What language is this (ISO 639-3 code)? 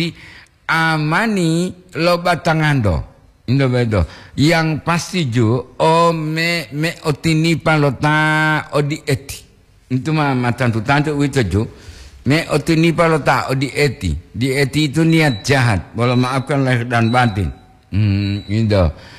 gor